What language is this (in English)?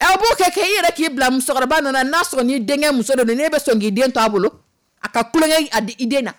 Dyula